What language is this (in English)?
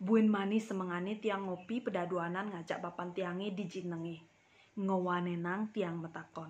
Balinese